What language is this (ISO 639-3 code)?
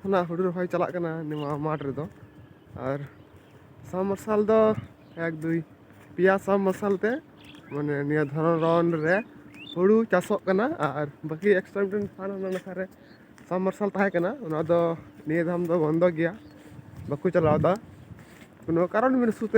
sat